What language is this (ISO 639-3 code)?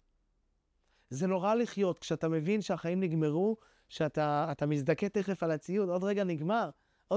heb